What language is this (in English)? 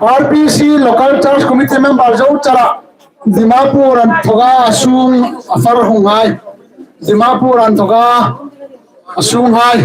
Hmar